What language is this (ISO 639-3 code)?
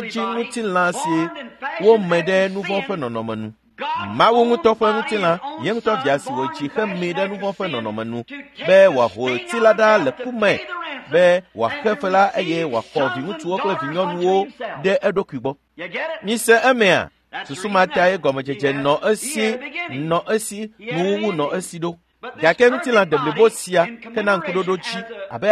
ewe